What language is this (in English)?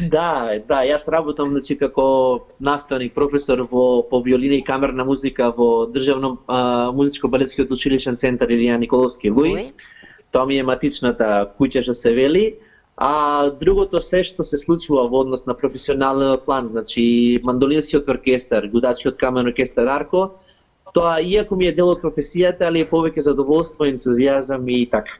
Macedonian